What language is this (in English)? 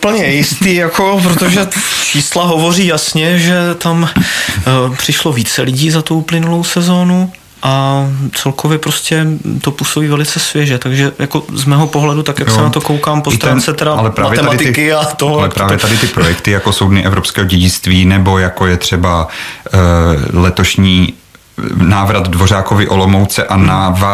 Czech